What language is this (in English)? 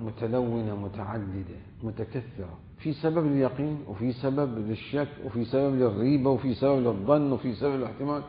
Mesopotamian Arabic